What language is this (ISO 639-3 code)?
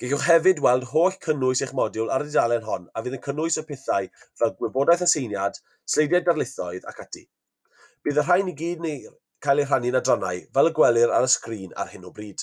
cym